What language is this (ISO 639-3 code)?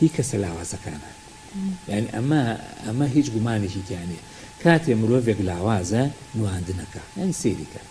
ckb